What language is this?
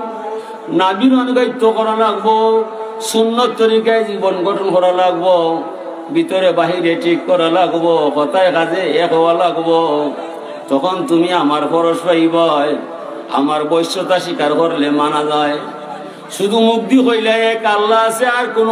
Sylheti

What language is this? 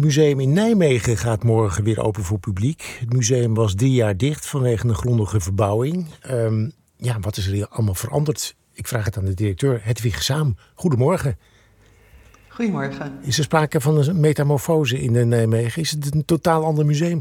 Dutch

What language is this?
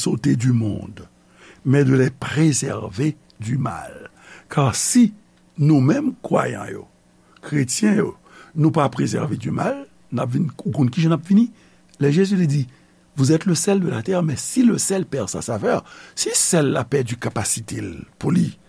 Haitian Creole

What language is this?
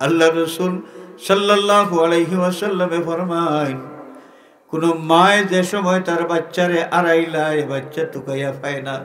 Sylheti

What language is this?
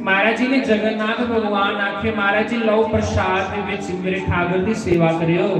Dogri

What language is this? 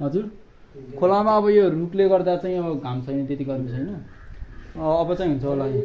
Nepali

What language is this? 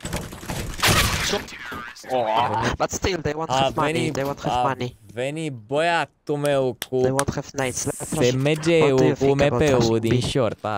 Romanian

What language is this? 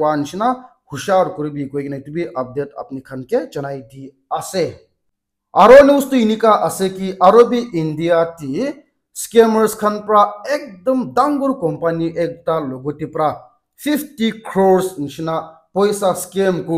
Naga Pidgin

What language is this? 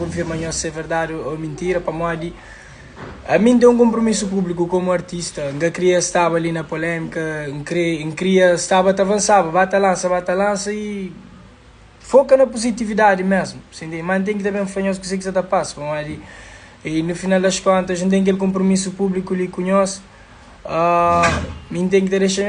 Kabuverdianu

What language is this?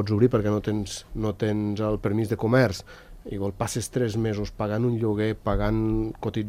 Catalan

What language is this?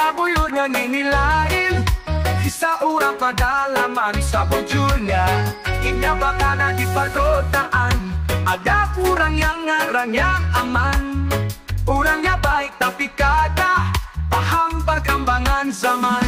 Banjar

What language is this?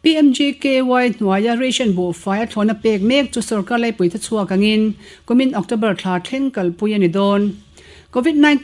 Mizo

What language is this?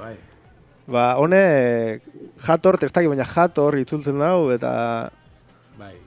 Basque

